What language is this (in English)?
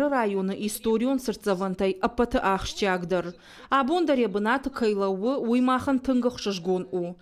Ossetic